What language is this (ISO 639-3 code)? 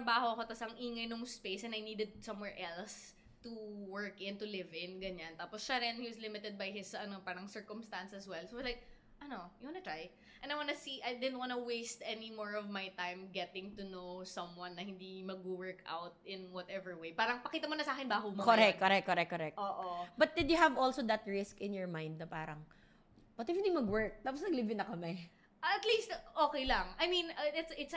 fil